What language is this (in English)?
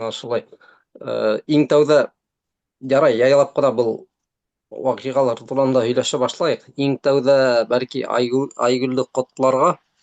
Bashkir